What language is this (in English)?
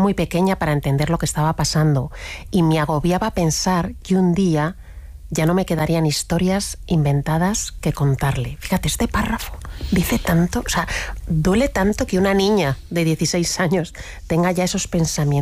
Spanish